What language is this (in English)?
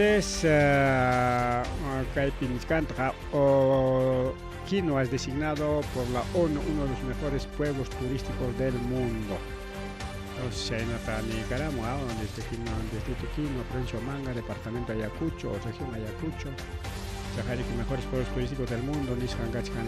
Ayacucho Quechua